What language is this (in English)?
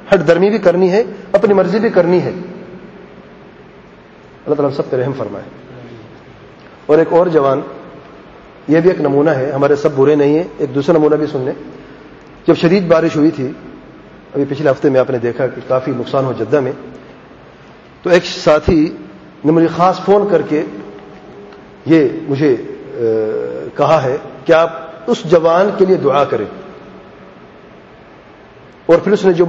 Urdu